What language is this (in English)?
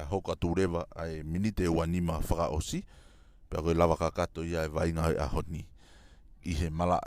Tongan